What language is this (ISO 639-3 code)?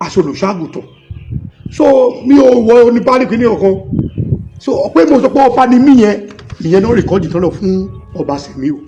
yor